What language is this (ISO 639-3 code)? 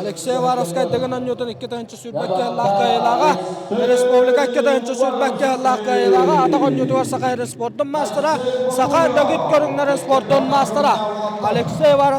sah